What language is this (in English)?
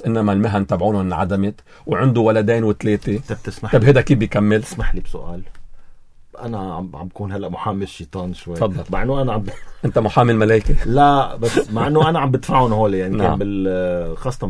North Levantine Arabic